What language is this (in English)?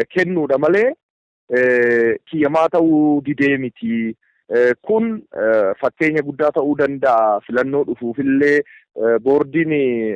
Oromo